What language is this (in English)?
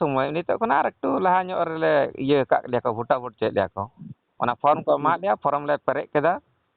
Santali